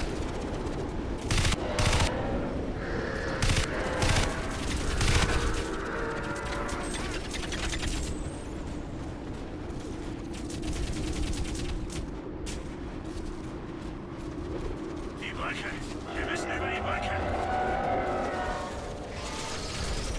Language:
German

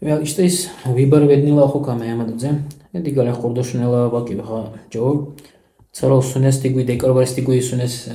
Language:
Dargwa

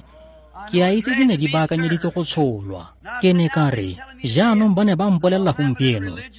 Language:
Tswana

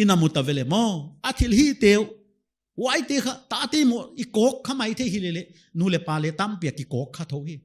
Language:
Paite Chin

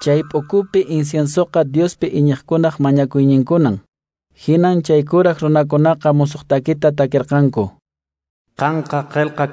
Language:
Quechua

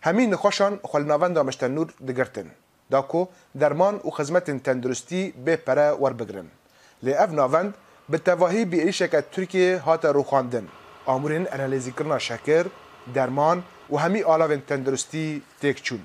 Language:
Kurdish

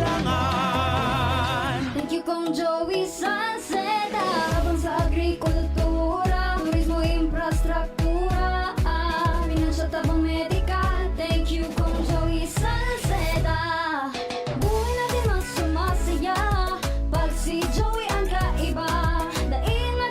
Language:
Bikol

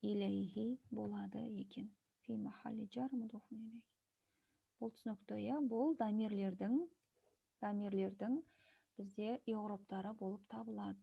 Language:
Kazakh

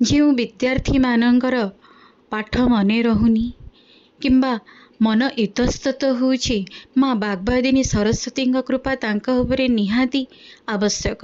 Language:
Odia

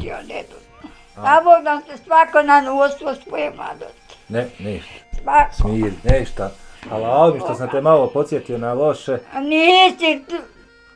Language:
Bosnian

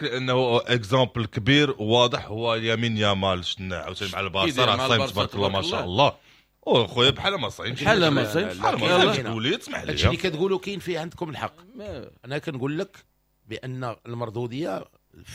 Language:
Moroccan Arabic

